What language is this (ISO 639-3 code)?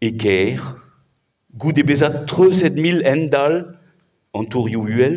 bre